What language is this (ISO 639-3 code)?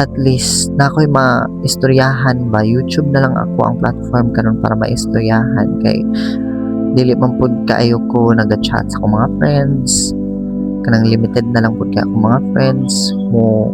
ceb